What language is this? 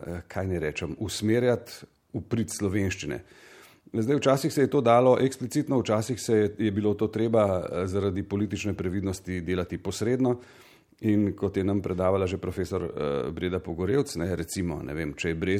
Slovenian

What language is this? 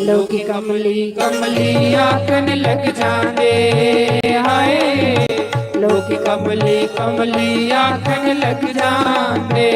Dogri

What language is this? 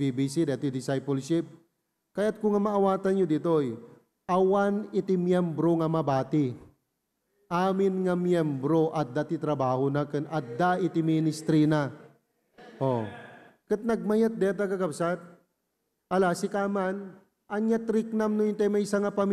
Iloko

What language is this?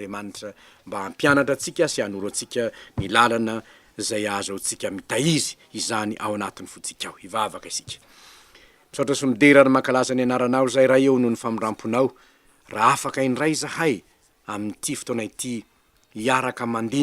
Malagasy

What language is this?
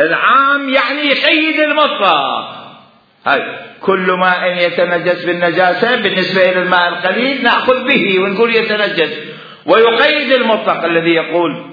Mesopotamian Arabic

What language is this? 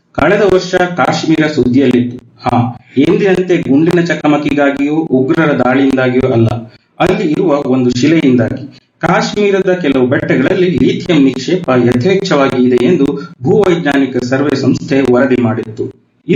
Kannada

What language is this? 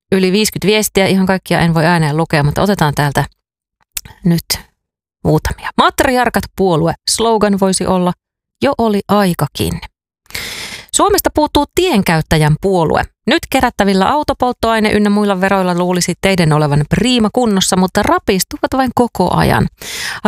Finnish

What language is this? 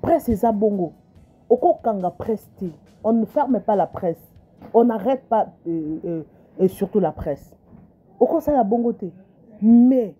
Lingala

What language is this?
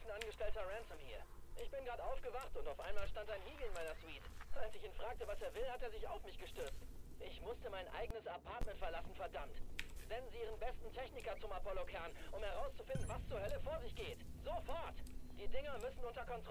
Bavarian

